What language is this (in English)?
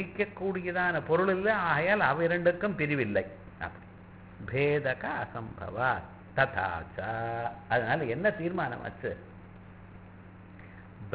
Tamil